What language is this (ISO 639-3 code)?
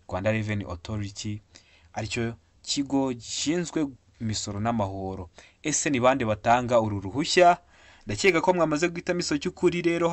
kin